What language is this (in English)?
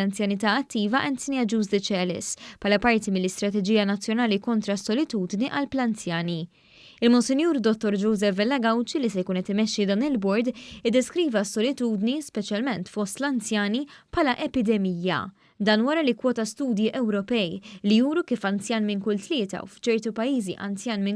Maltese